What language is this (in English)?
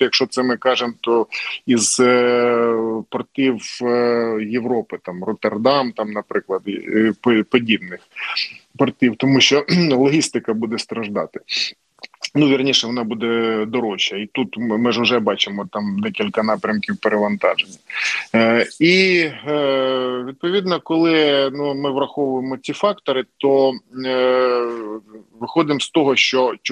Ukrainian